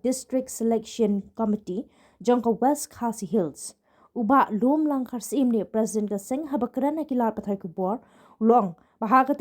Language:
Khasi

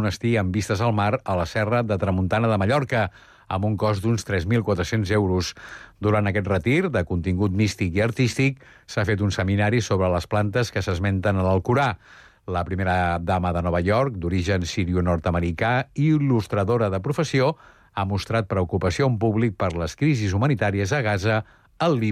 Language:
Catalan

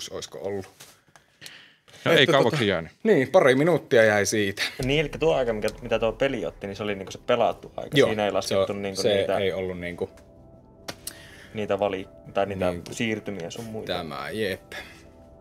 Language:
Finnish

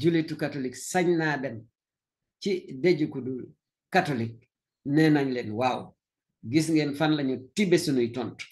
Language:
Wolof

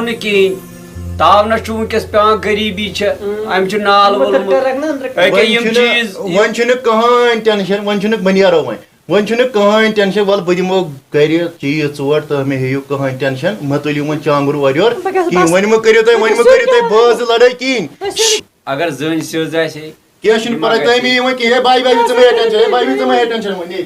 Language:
Kashmiri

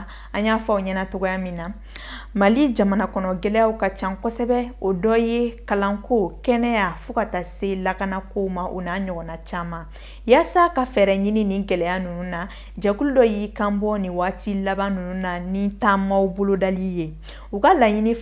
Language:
Bambara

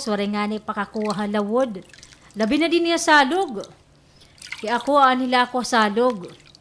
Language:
Waray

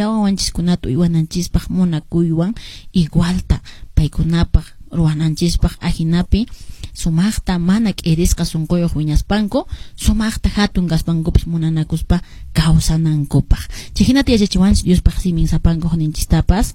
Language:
Quechua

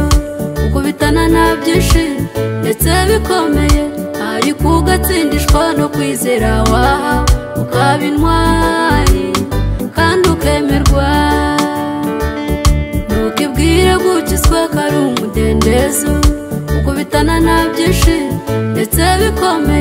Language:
Kinyarwanda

